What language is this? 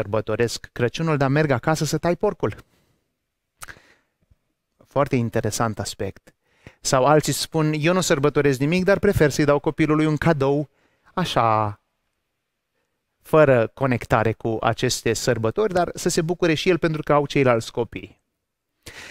Romanian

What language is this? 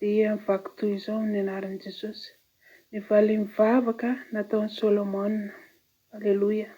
Malagasy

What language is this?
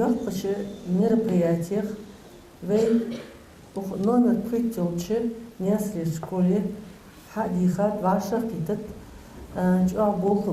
Ingush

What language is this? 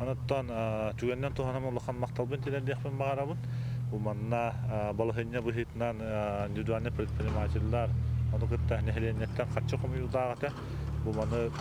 Yakut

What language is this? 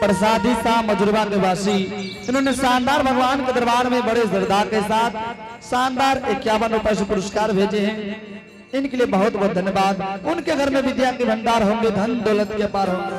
Angika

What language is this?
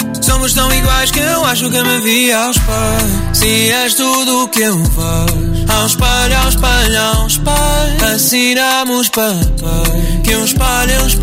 Portuguese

